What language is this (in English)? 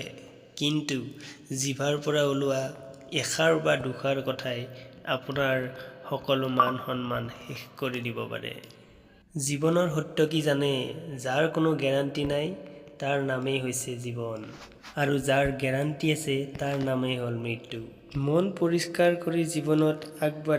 Assamese